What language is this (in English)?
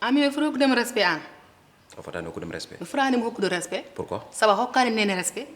Fula